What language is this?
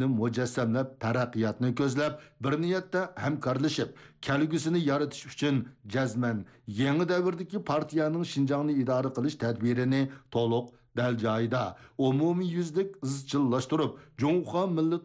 Uyghur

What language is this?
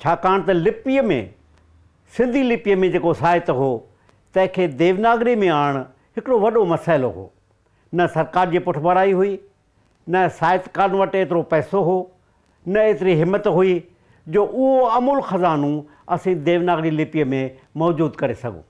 Sindhi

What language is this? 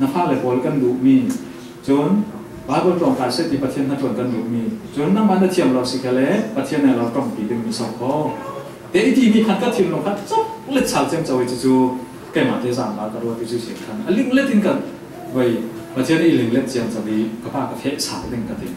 Falam Chin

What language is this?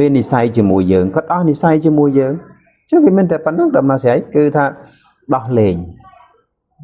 Khmer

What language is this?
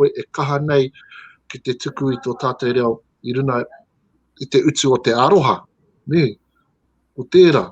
Māori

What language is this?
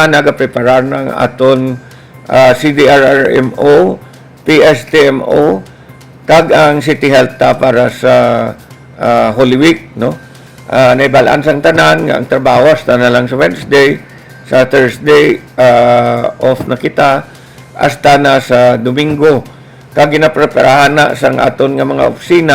Hiligaynon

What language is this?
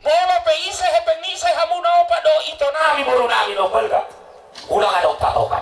Batak Toba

